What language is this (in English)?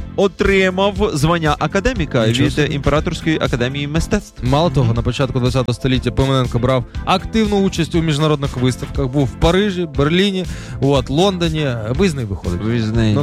Ukrainian